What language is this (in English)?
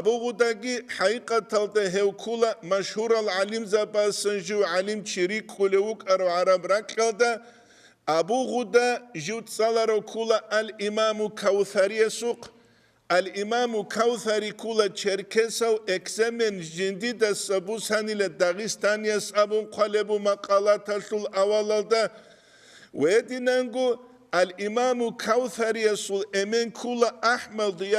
Avaric